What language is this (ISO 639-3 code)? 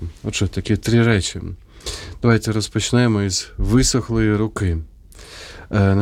ukr